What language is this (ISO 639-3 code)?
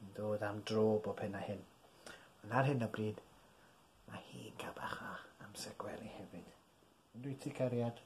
cym